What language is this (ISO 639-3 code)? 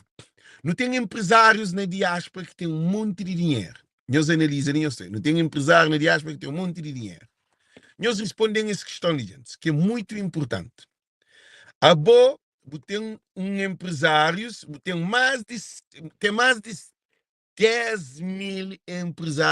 kea